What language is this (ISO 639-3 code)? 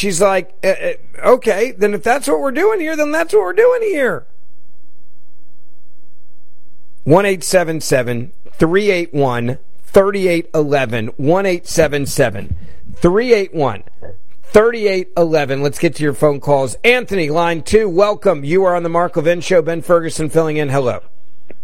eng